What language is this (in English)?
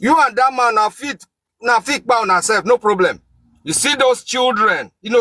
Nigerian Pidgin